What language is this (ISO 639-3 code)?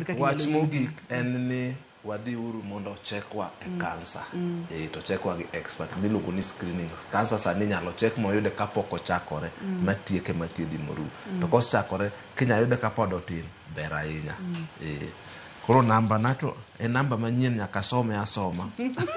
luo